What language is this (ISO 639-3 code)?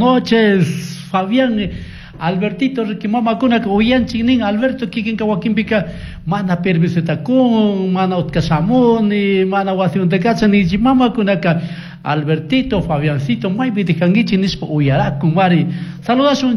qug